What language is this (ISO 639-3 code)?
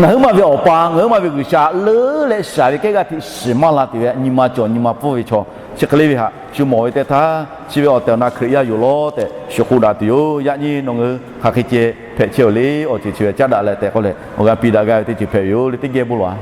lhu